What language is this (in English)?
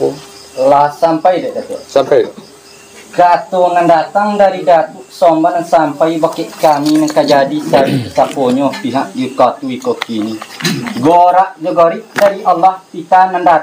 Minangkabau